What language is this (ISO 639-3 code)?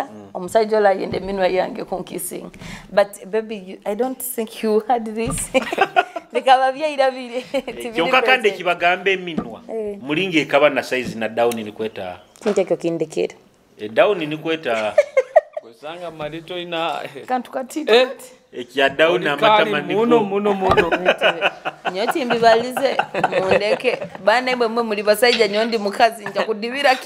nyo